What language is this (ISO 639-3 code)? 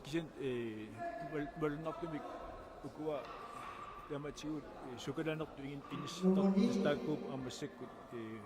kal